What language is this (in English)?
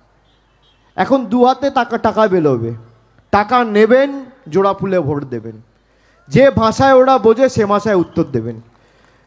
Bangla